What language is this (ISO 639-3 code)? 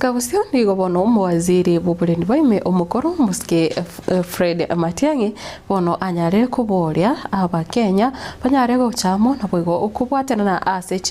guz